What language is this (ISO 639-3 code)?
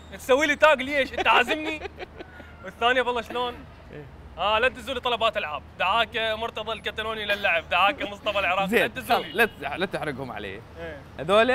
acm